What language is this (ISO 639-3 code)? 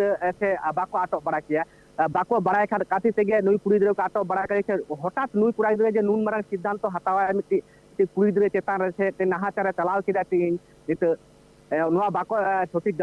sat